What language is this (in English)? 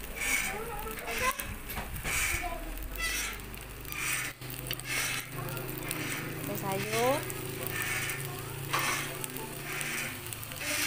Malay